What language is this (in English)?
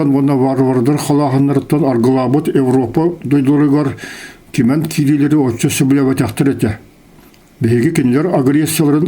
Yakut